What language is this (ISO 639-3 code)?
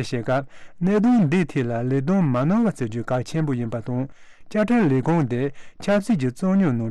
bod